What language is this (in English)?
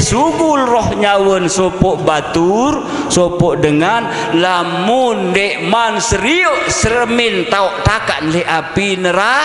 Sasak